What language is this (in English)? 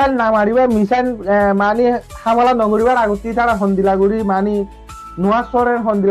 Rohingya